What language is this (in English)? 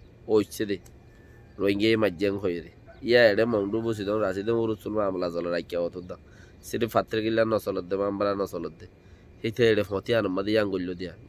Rohingya